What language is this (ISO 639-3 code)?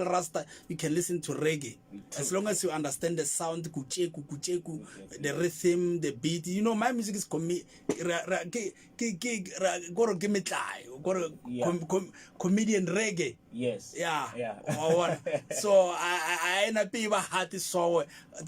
nso